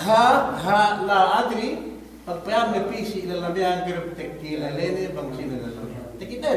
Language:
Yakan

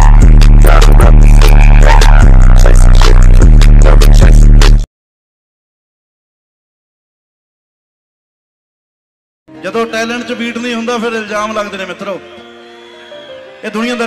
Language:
Punjabi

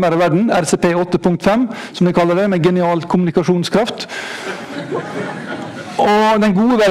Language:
Norwegian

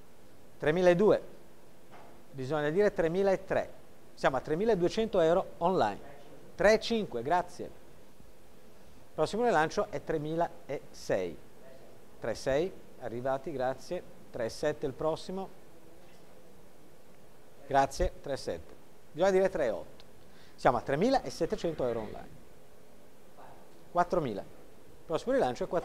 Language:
Italian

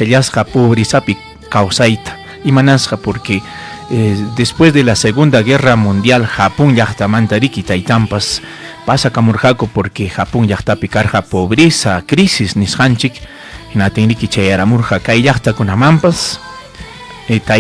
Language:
Ayacucho Quechua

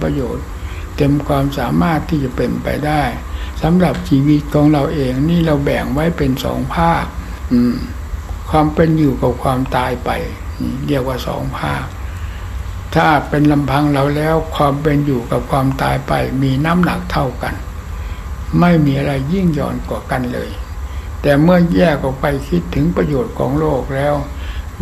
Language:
Thai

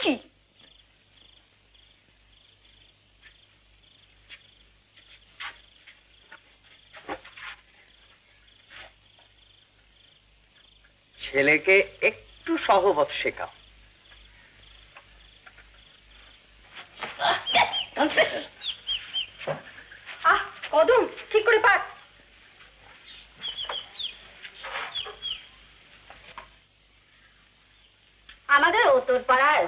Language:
Bangla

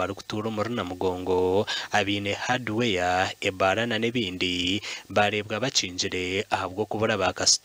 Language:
Nyankole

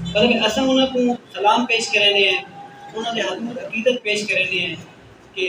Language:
Saraiki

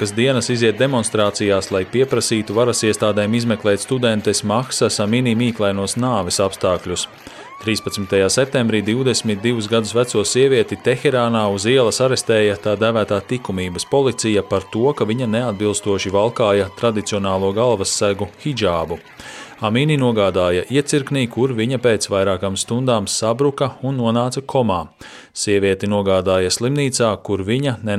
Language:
Latvian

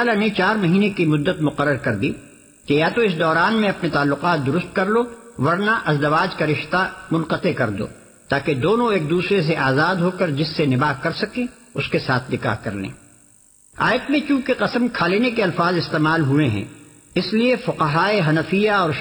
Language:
Urdu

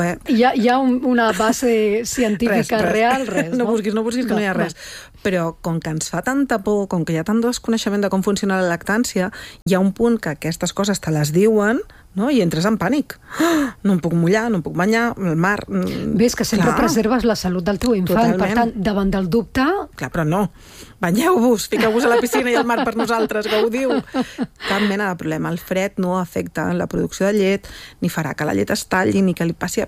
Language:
Catalan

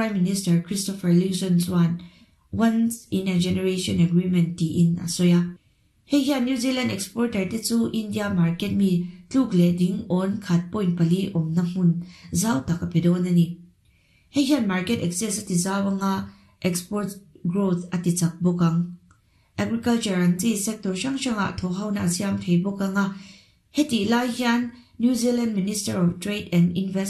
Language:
Mizo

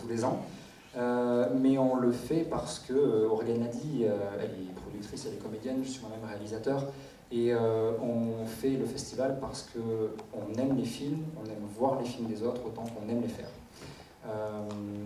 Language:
French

